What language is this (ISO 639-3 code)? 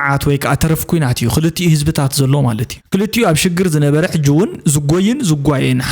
tir